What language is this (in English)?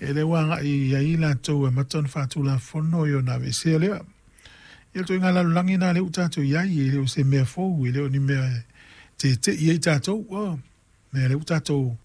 Samoan